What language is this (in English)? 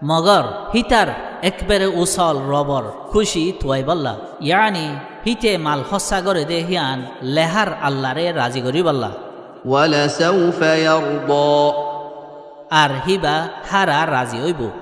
Rohingya